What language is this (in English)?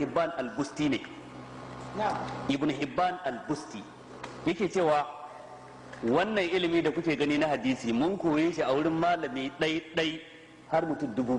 Hausa